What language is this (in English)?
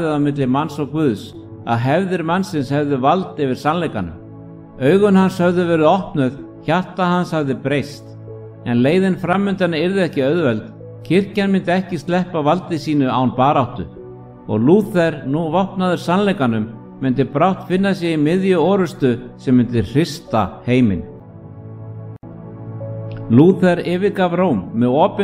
Icelandic